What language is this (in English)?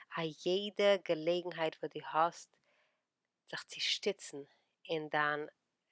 Yiddish